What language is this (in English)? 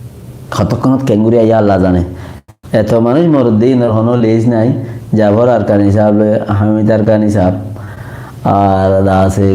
Rohingya